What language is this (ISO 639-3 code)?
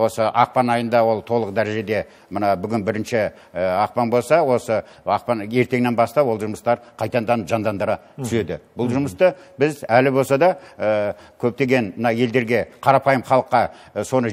kaz